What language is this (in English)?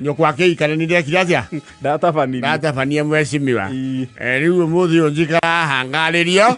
Kikuyu